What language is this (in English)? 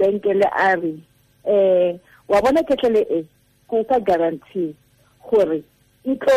Tswana